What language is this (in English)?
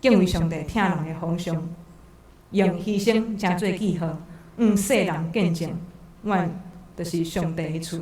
Min Nan Chinese